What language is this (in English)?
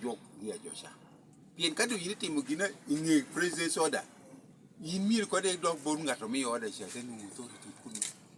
Lango (Uganda)